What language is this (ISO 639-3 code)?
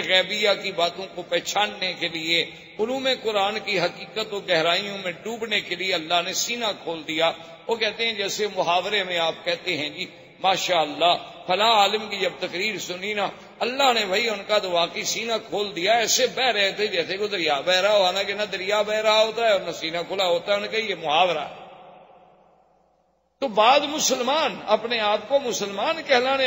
urd